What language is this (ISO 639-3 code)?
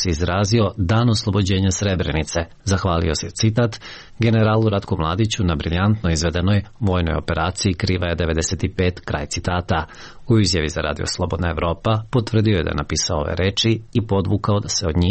srp